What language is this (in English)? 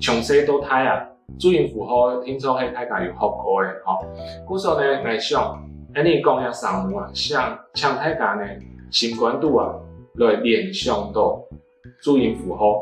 Hakka Chinese